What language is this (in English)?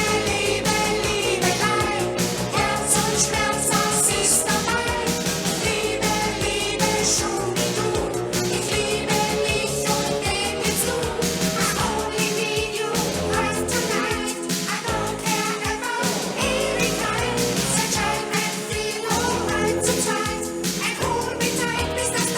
Swiss German